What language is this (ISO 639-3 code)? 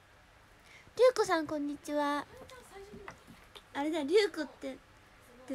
jpn